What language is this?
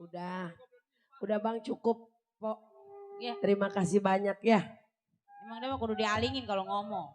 Betawi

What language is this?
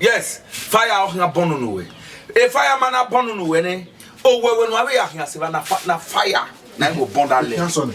Bini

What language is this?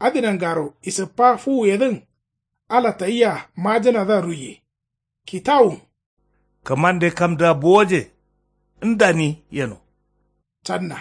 Kanuri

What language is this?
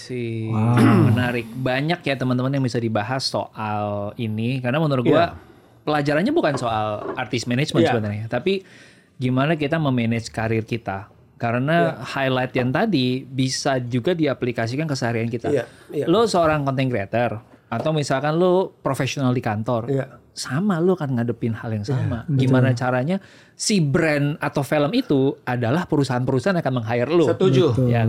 Indonesian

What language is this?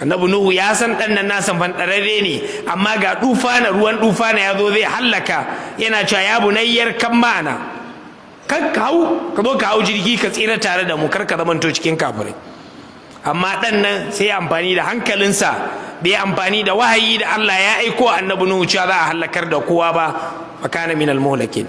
Hausa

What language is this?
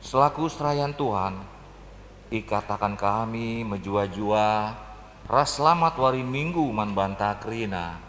Batak Karo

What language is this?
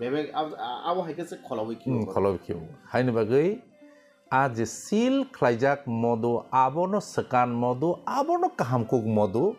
Kok Borok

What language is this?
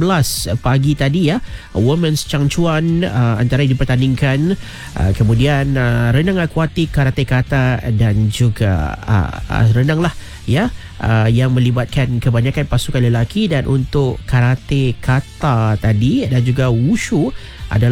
Malay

